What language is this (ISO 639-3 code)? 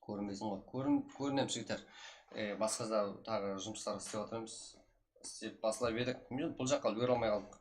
kaa